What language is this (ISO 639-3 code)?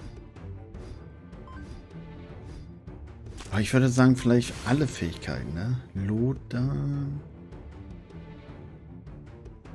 deu